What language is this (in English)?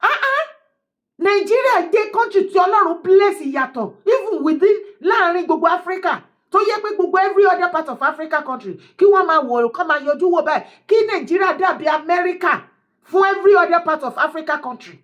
Yoruba